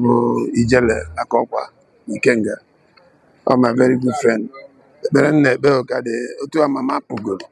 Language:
Igbo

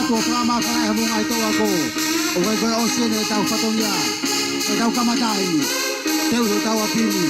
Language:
Tongan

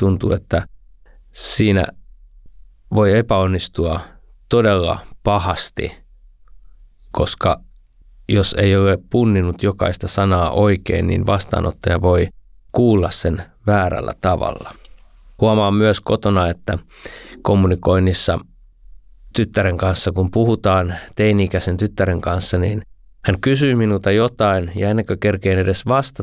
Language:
Finnish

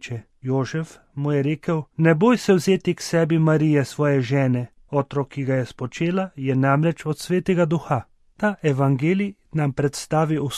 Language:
Slovenian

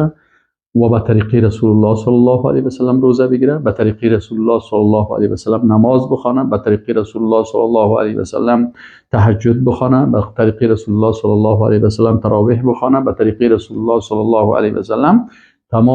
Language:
Persian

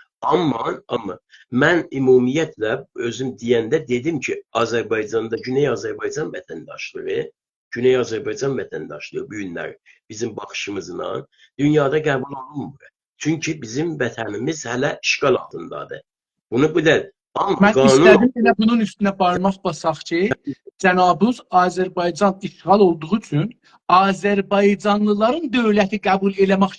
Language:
South Azerbaijani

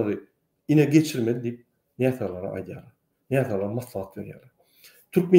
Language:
Turkmen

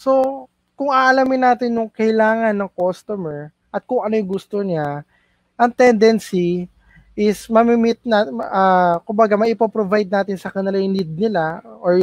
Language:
Filipino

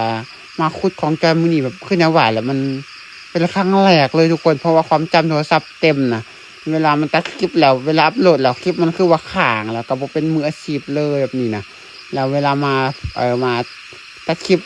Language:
Lao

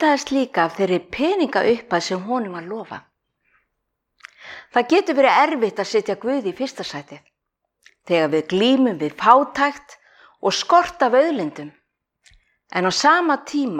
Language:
Icelandic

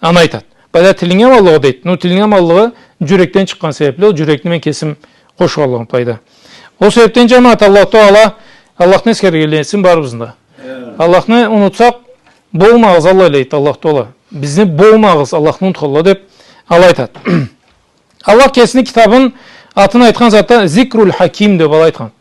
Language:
Karachay-Balkar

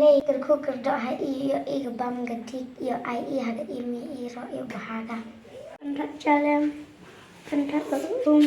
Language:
Khasi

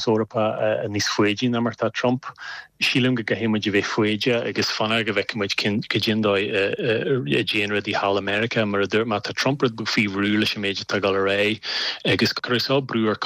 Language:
Irish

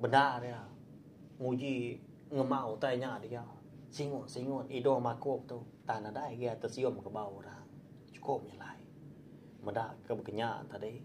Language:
Iban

